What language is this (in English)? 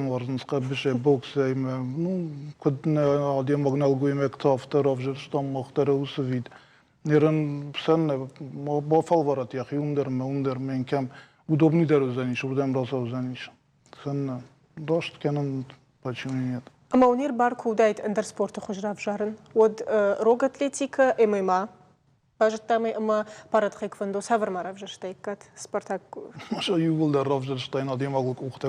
Ossetic